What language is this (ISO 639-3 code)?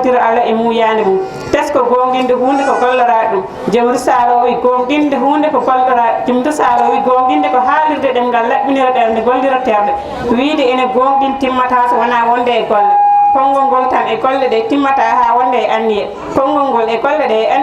ful